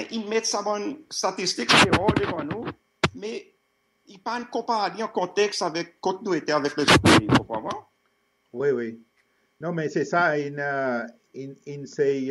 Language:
Seselwa Creole French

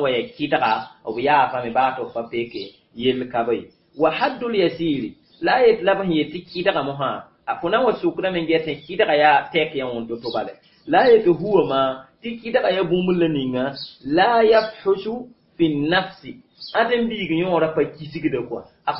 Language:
Mossi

